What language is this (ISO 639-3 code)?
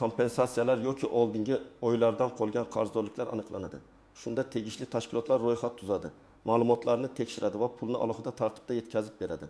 uzb